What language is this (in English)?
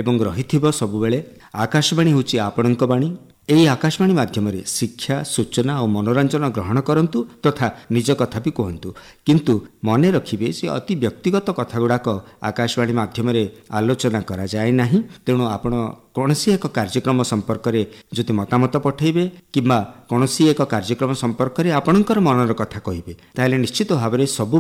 Odia